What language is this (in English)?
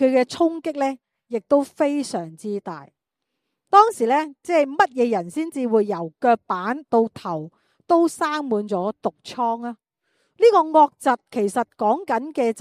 Cantonese